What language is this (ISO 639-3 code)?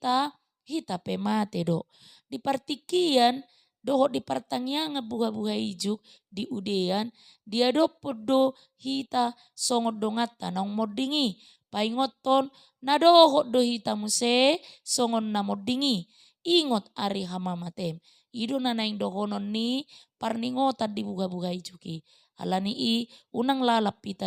bbc